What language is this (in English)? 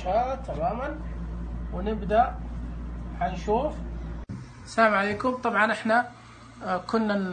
Najdi Arabic